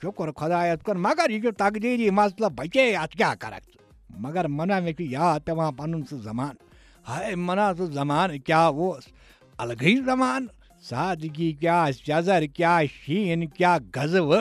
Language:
Kashmiri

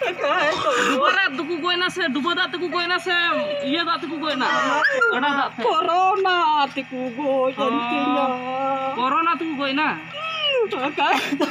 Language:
Santali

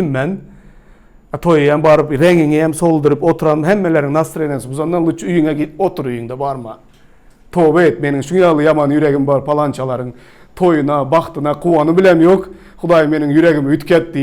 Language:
Turkmen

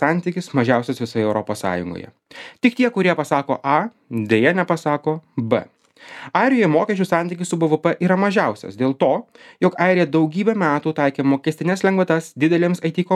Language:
Lithuanian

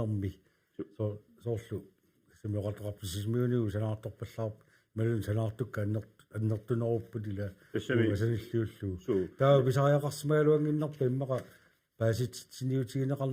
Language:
Kalaallisut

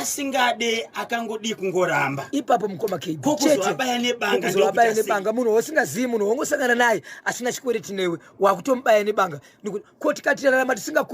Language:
Shona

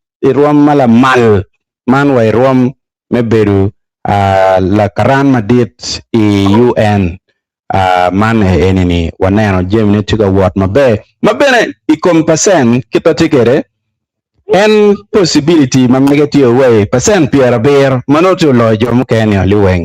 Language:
Acoli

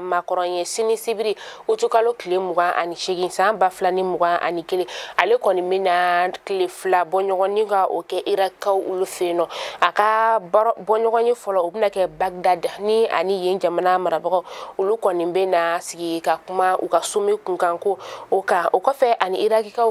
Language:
Bambara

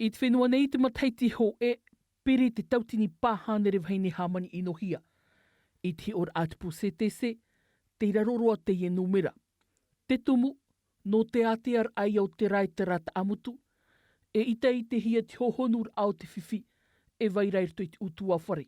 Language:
Tahitian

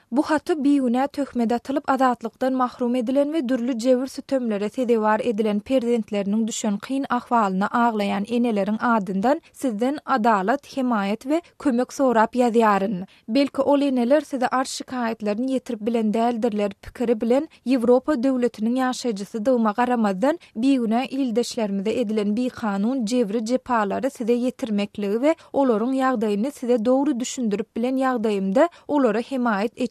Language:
Turkmen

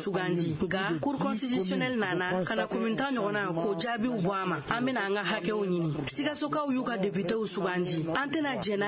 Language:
Bambara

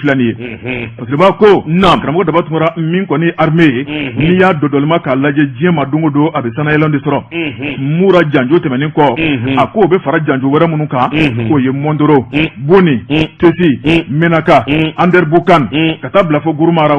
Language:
Bambara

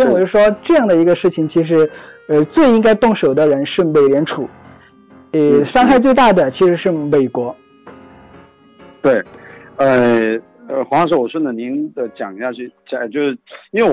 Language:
Chinese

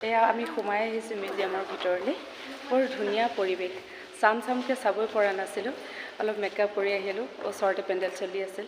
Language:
Assamese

